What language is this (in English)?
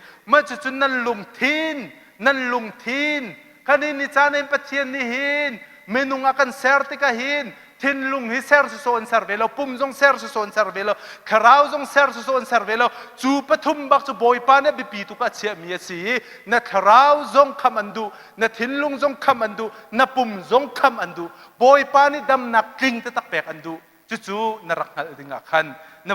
Hakha Chin